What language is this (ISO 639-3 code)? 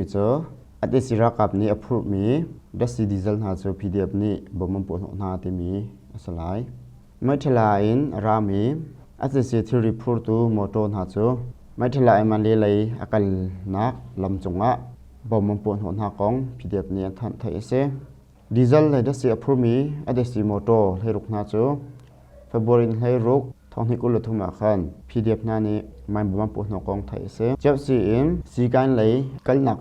cnh